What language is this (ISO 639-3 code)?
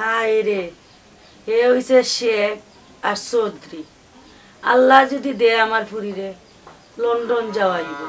syl